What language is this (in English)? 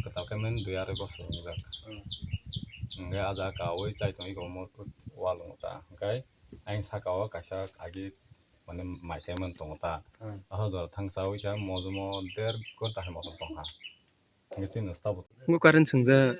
Kok Borok